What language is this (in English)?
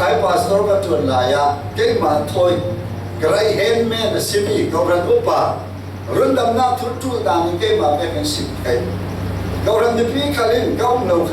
Falam Chin